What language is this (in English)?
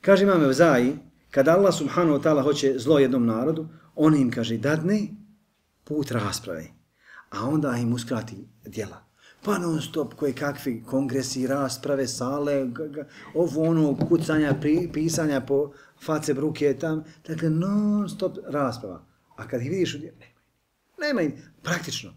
Bosnian